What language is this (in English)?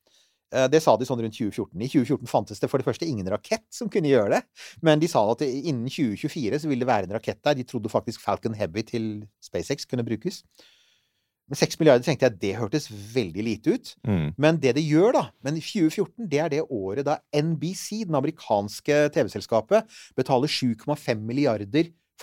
Norwegian